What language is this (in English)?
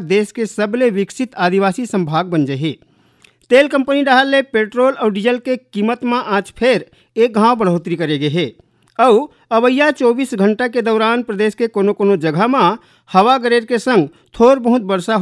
Chhattisgarhi